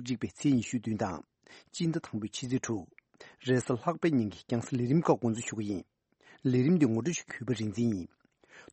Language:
Tibetan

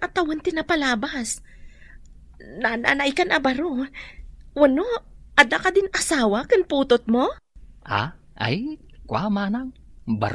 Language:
Iloko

